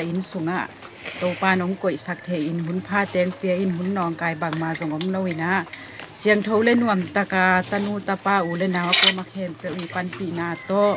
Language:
Tedim Chin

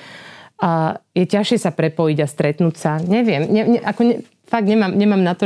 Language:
Slovak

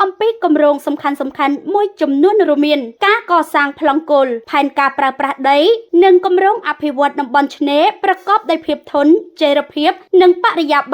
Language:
Khmer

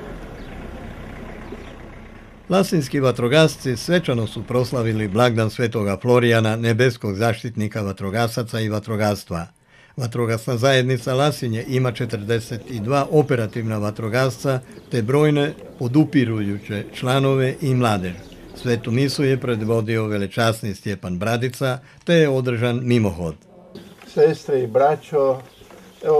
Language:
Croatian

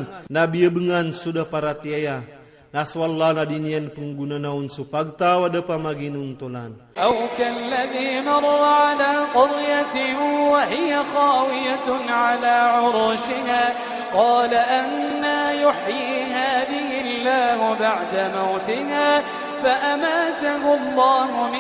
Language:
Iranun (Philippines)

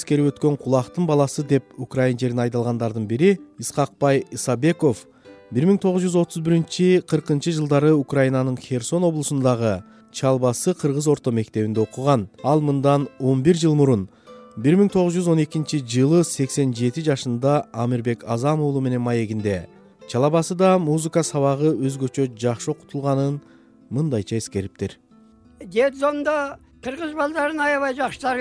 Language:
Kyrgyz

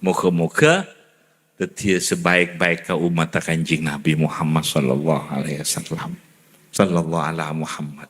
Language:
Madurese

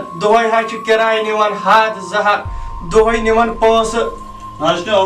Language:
Kashmiri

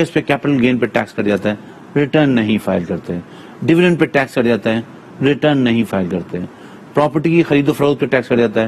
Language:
Urdu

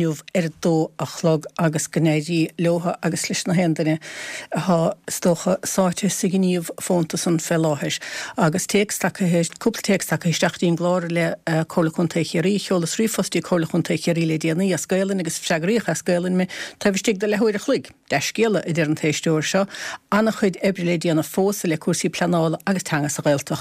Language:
Irish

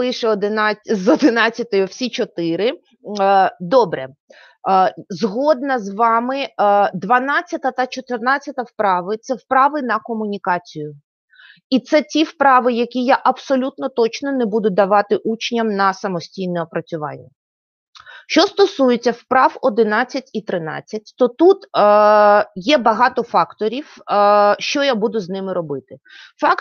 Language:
Ukrainian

